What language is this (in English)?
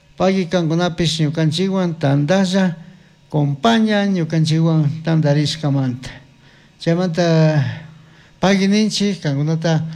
Chimborazo Highland Quichua